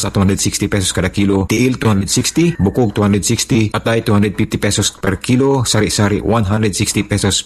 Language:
Cebuano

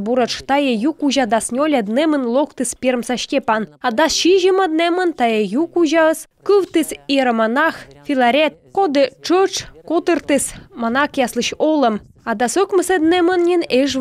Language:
Komi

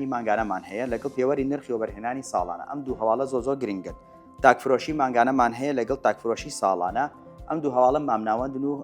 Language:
Central Kurdish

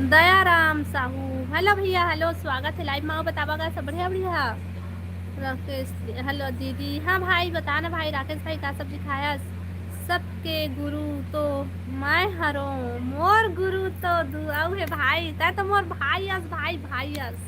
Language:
Chhattisgarhi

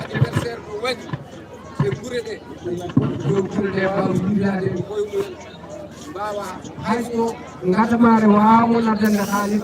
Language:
Fula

